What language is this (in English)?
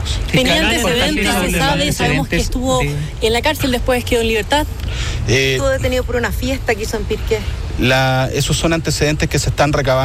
Spanish